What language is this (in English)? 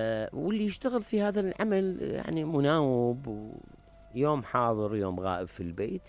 Mesopotamian Arabic